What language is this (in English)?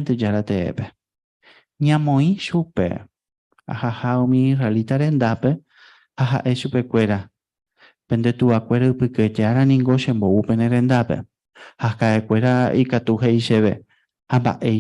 Guarani